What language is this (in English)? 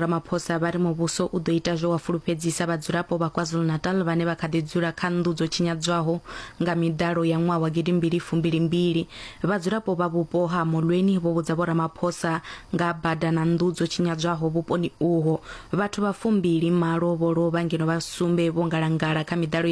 Venda